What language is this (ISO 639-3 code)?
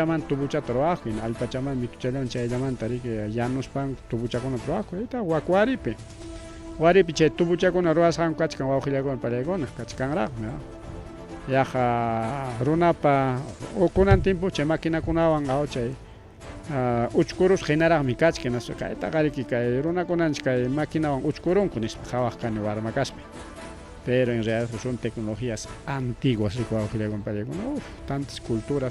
quy